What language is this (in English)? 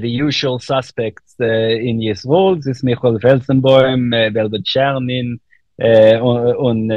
Yiddish